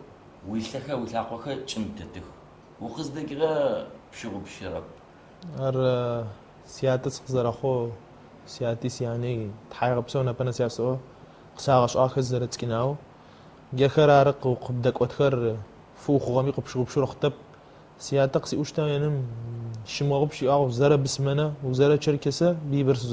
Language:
Adyghe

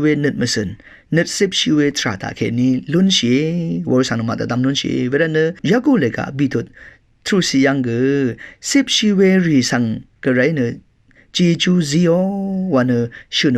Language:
Rawang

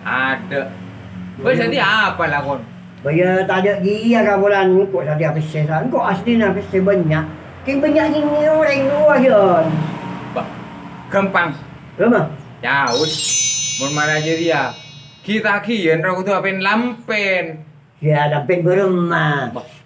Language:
Madurese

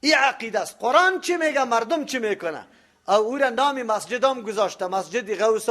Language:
Persian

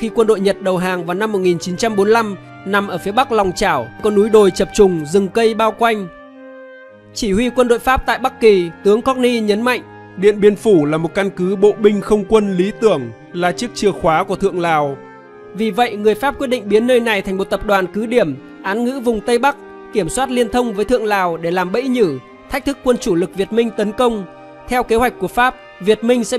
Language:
Vietnamese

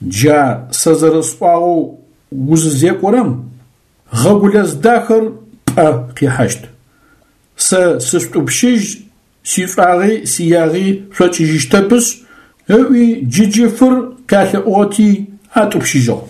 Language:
Adyghe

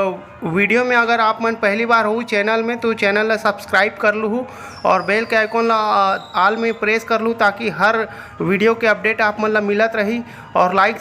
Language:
Chhattisgarhi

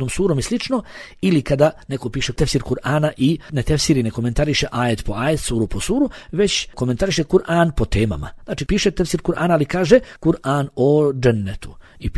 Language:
Bosnian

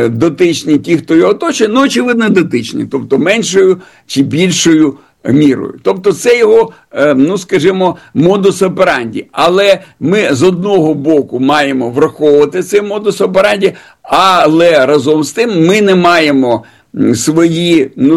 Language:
Ukrainian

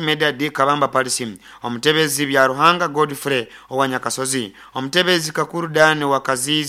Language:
Nyoro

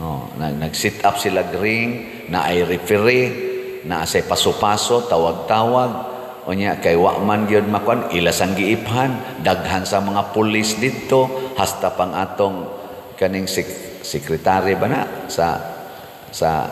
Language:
Cebuano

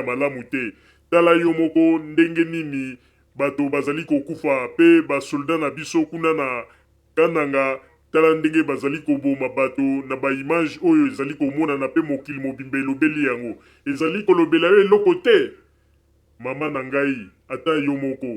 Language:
Lingala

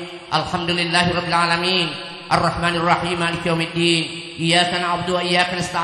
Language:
Buginese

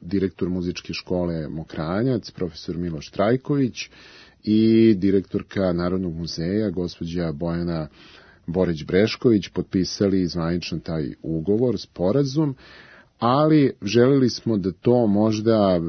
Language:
Serbian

